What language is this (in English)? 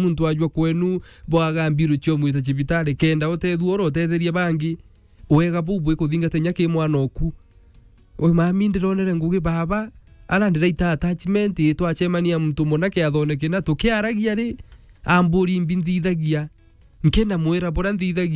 Meru